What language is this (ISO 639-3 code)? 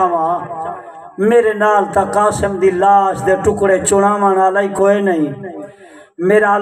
skr